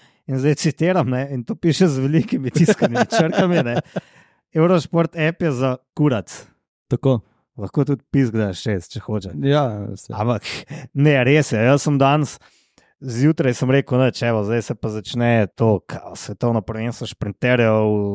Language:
Slovenian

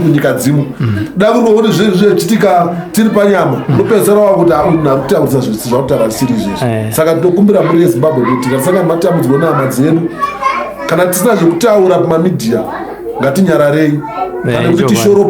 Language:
Shona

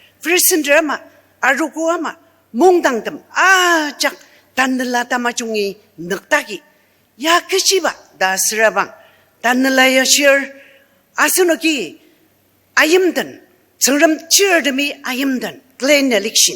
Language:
Ao Naga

